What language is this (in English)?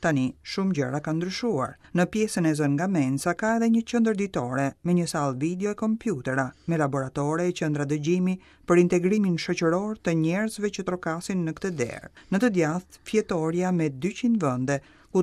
Albanian